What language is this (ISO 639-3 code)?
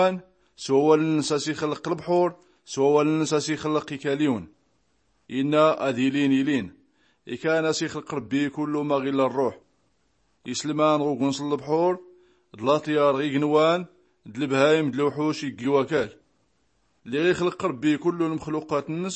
shi